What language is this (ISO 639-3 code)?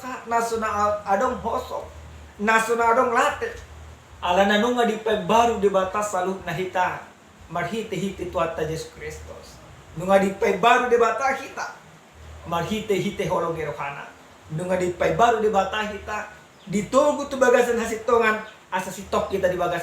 bbc